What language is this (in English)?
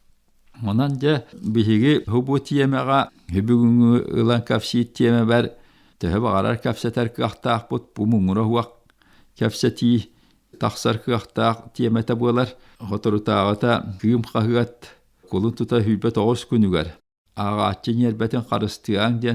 Yakut